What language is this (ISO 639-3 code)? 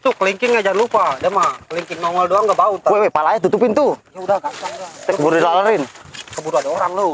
bew